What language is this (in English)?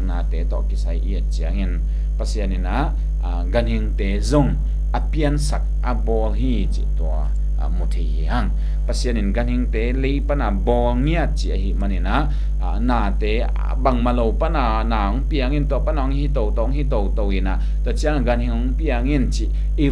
Tedim Chin